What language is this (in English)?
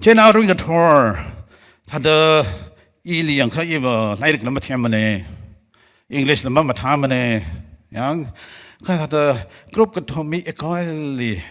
Tangkhul Naga (India)